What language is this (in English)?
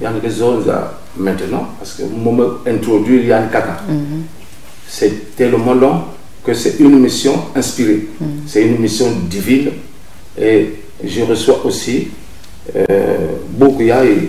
Kituba (Congo)